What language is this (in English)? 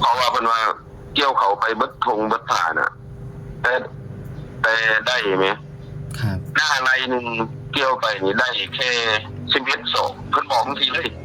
Northeastern Thai